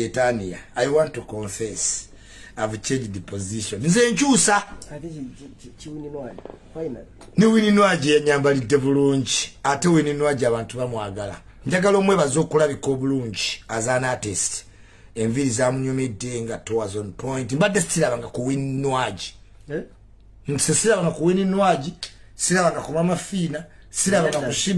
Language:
Ganda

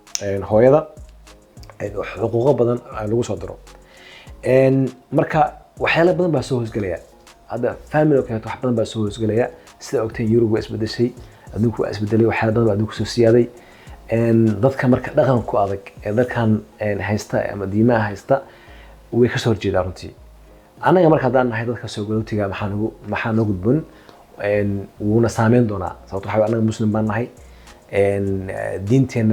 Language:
Somali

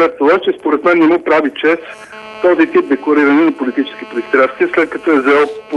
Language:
Bulgarian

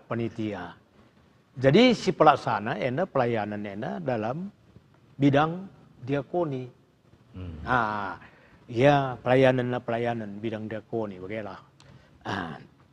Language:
Batak Karo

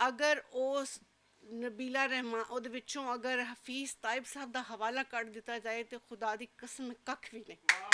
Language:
Western Panjabi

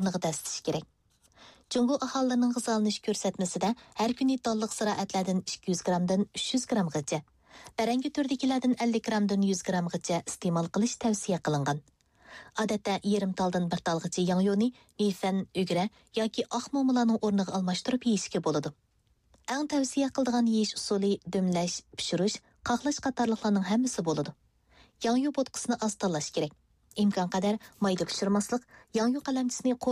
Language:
Uyghur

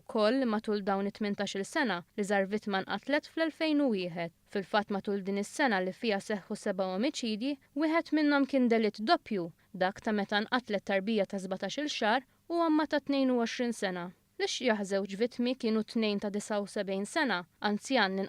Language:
Maltese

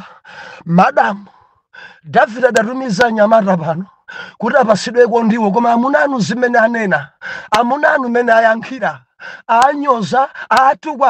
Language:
Nyanja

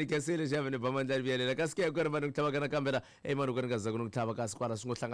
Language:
Tsonga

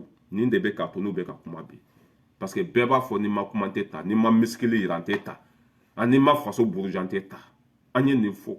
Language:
Bambara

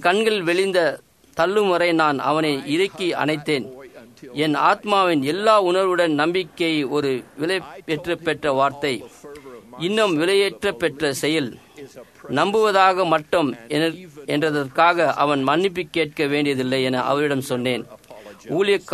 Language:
Tamil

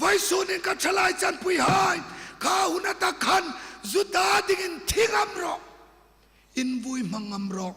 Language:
Hmar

